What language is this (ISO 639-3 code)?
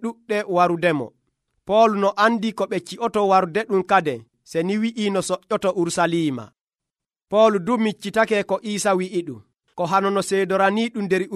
fuv